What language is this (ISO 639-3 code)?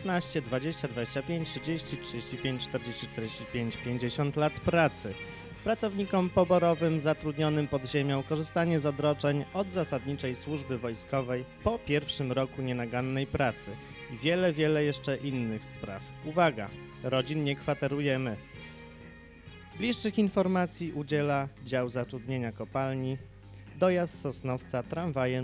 pol